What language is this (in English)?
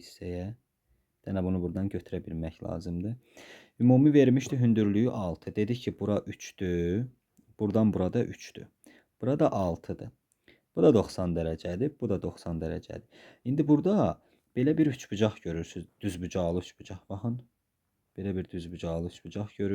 Azerbaijani